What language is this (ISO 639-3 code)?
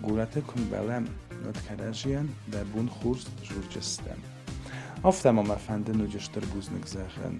oss